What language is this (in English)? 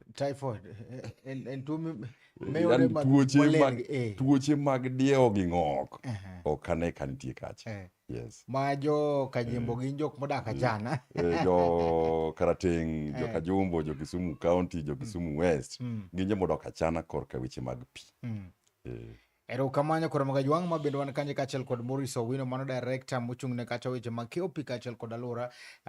Luo (Kenya and Tanzania)